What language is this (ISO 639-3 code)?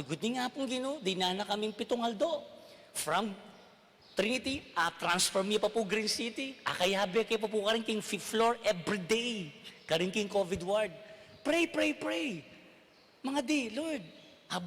pam